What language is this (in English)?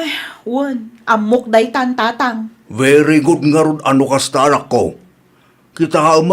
Iloko